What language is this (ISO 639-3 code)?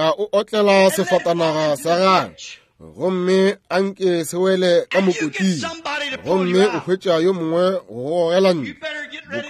nso